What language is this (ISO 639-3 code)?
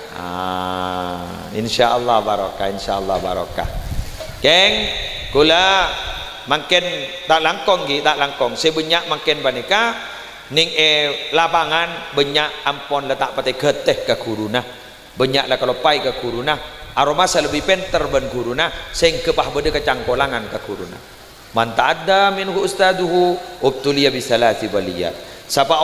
mad